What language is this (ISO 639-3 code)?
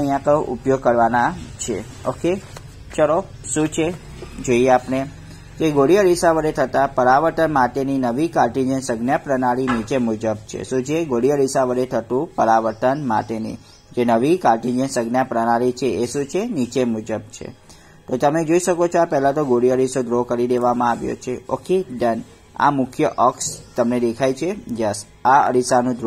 guj